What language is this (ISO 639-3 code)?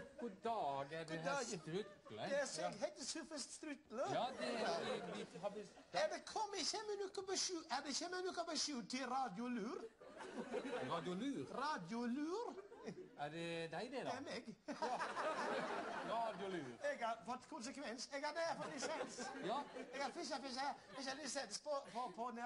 nor